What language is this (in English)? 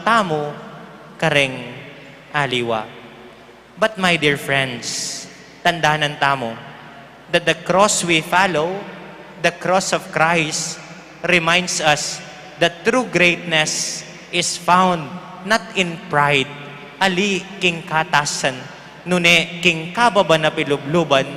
Pampanga